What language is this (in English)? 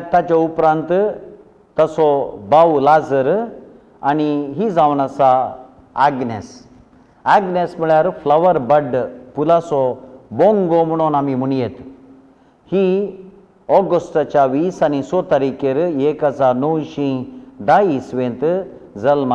Konkani